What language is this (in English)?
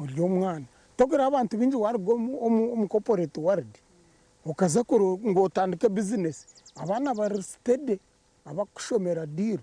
Nyankole